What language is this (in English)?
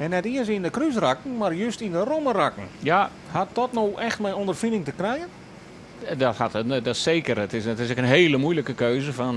Western Frisian